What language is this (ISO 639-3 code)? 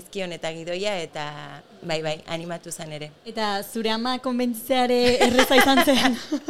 eus